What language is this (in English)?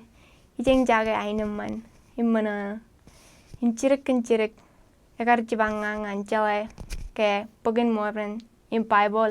Marshallese